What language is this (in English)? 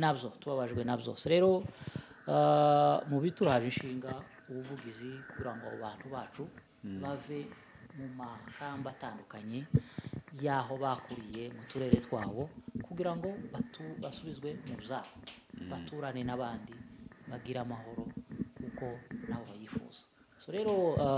Kinyarwanda